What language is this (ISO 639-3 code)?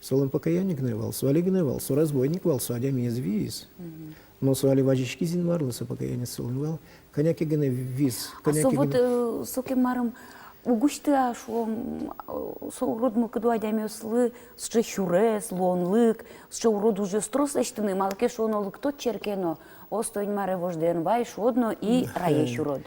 udm